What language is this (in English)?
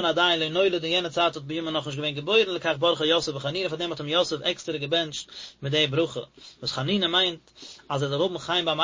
Yiddish